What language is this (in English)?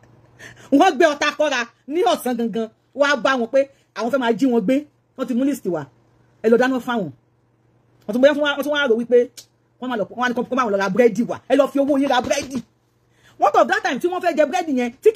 Yoruba